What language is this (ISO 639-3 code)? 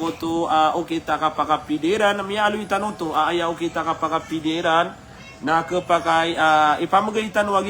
mrw